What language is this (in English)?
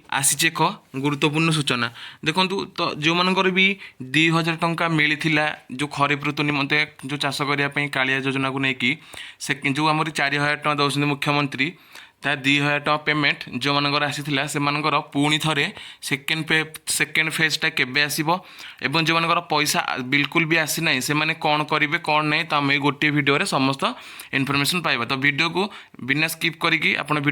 Odia